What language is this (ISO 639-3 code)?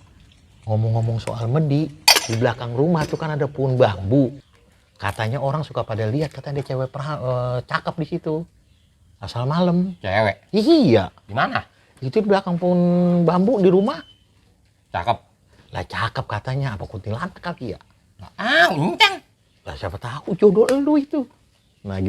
bew